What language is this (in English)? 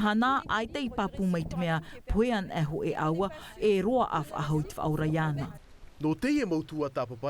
Tahitian